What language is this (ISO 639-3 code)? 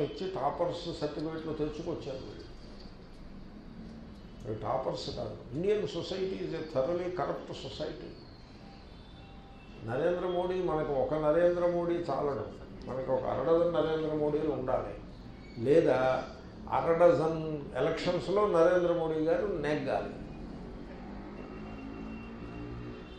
tel